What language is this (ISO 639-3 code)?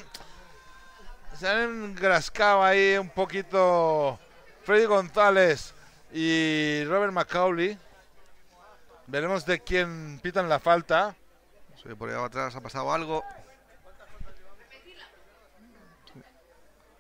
spa